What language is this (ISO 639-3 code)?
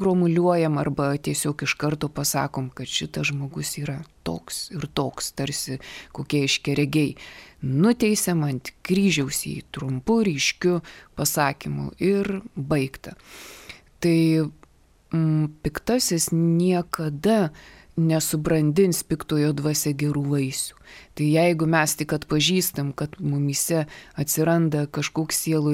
lit